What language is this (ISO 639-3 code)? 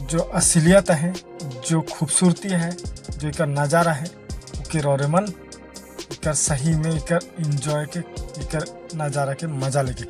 sck